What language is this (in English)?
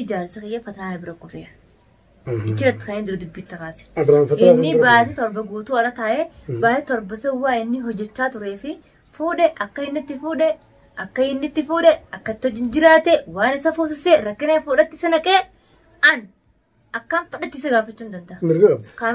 Oromo